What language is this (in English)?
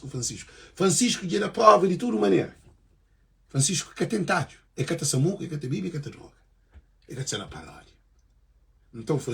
Kabuverdianu